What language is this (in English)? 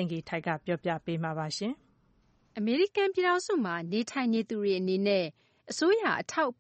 Burmese